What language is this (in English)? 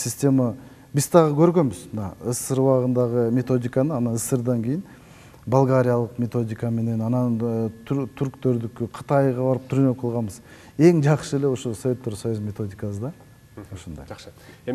Kyrgyz